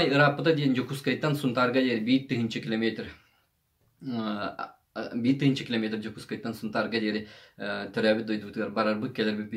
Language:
Yakut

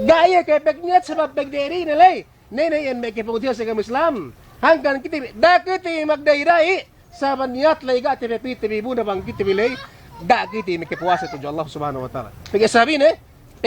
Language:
Yakan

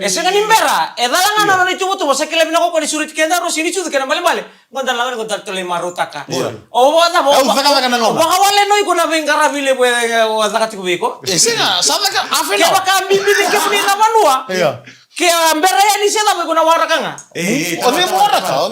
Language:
Fijian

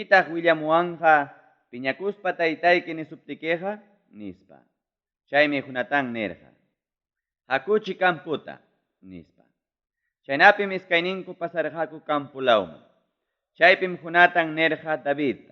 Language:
Ayacucho Quechua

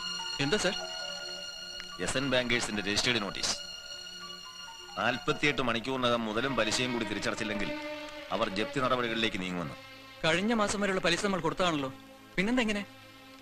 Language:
Malayalam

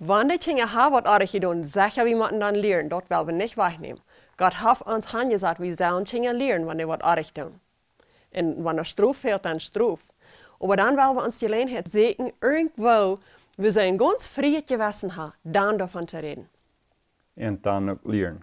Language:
Plautdietsch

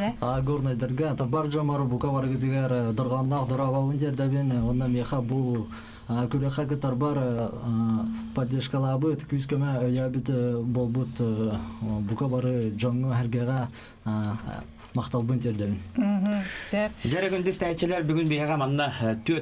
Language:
Yakut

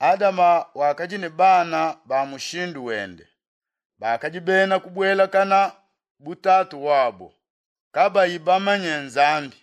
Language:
Luba-Lulua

